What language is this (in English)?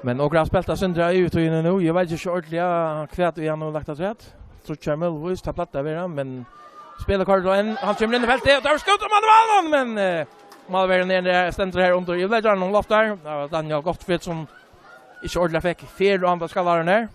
Faroese